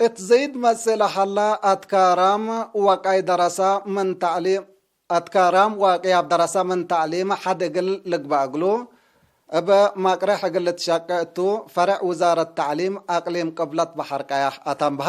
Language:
Tigre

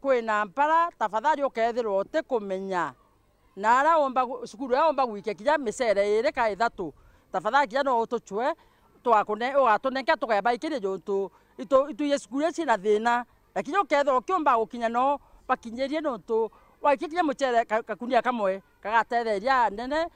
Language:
Meru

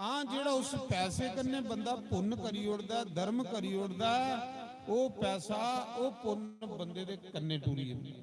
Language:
Dogri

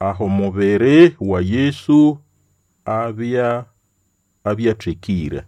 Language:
Nande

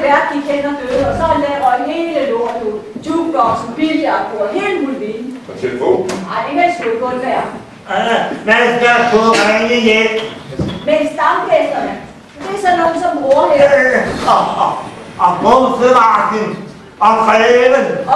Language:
Danish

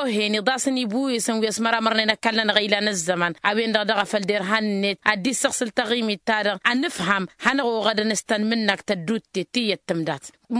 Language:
Tamasheq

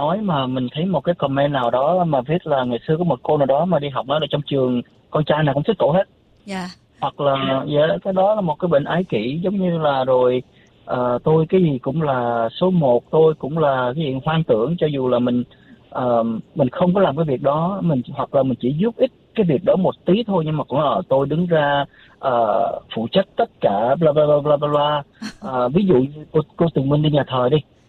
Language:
Vietnamese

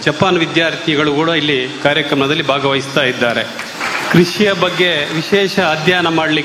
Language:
Kannada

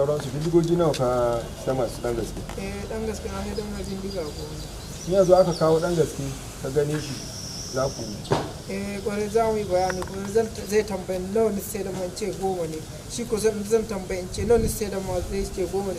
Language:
Hausa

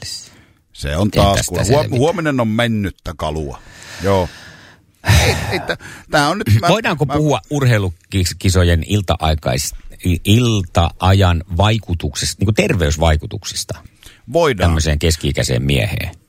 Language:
Finnish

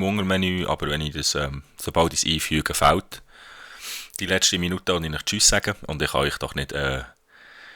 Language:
Swiss German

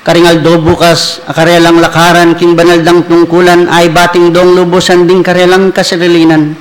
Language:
Pampanga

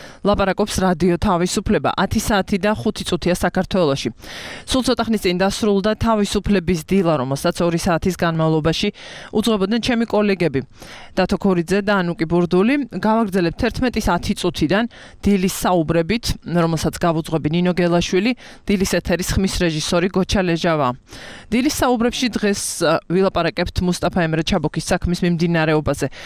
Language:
Georgian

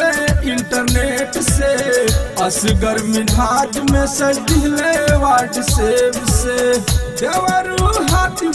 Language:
Bhojpuri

